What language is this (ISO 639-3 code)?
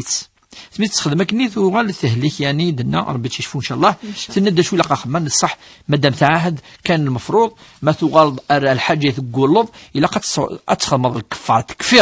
kab